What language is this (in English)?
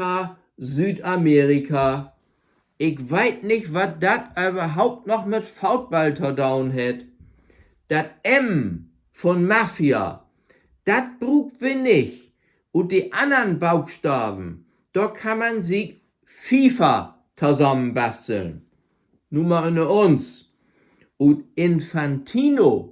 Low German